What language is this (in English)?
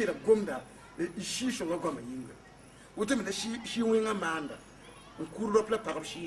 Mossi